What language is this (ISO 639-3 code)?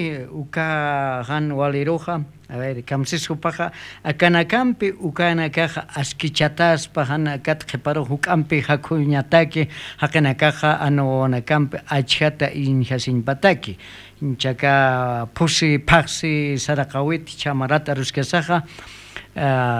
aym